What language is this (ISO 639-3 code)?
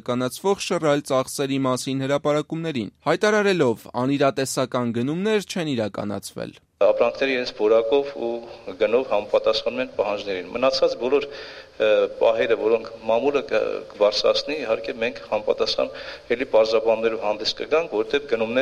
hye